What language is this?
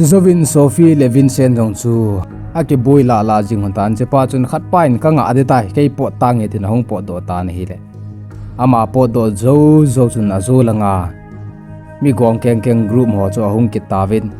Thado Chin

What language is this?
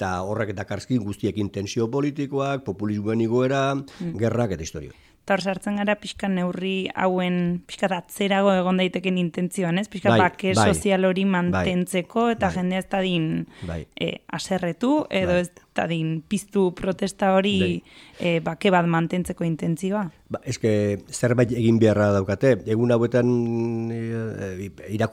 Basque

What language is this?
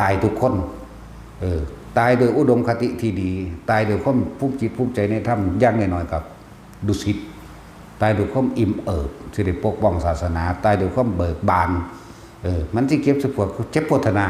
Northeastern Thai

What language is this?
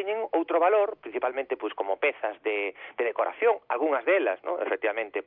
Galician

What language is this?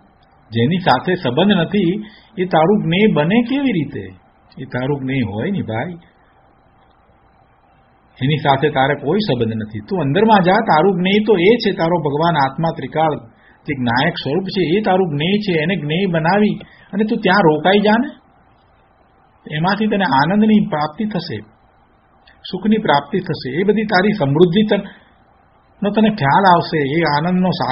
Gujarati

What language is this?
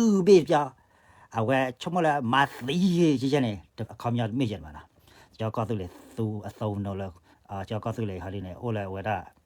S'gaw Karen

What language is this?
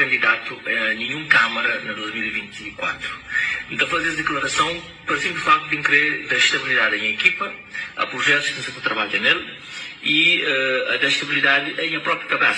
Kabuverdianu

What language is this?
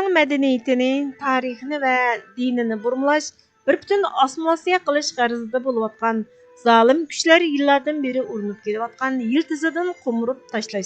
Uyghur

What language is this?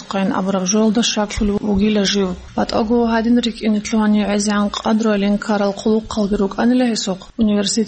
Avaric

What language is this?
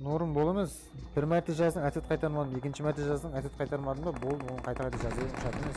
Kara-Kalpak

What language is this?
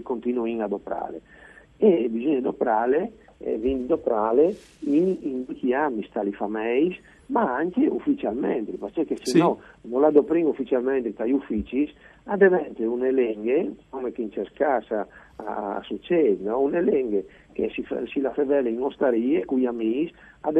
Friulian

